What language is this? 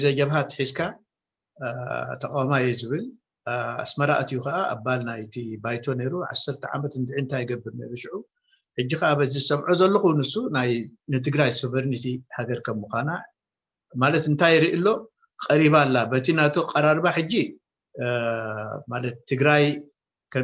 Tigrinya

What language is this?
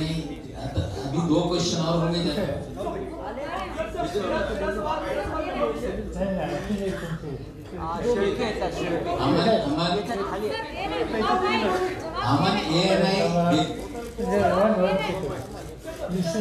Marathi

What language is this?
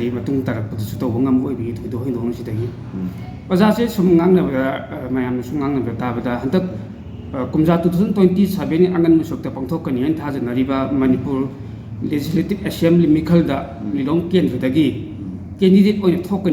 Manipuri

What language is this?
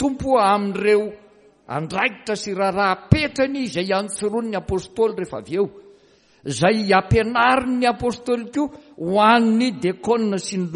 Malagasy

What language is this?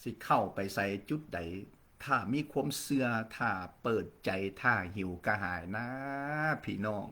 Lao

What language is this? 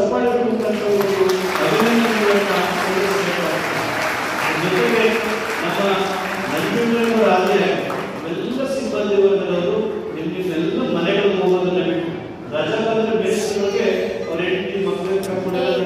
Kannada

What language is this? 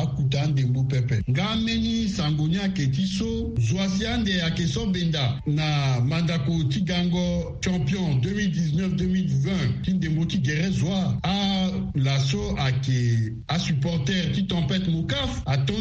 Sango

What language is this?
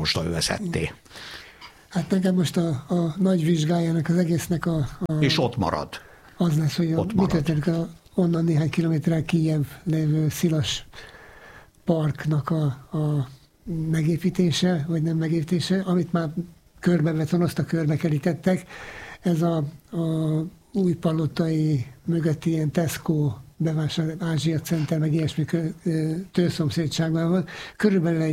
Hungarian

